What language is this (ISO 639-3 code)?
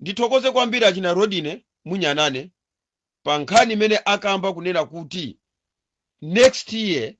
nya